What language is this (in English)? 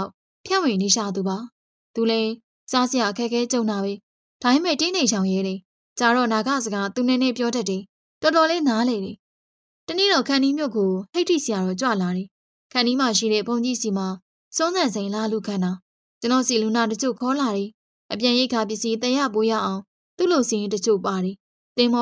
Burmese